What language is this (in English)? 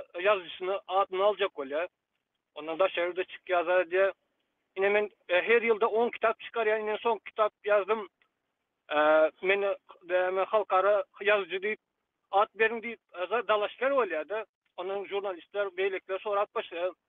Turkmen